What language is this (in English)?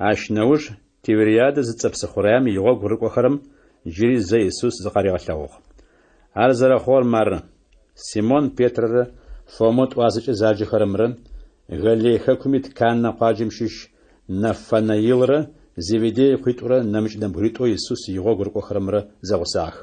Adyghe